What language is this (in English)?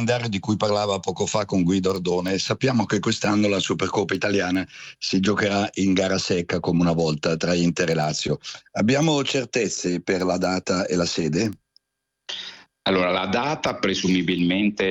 Italian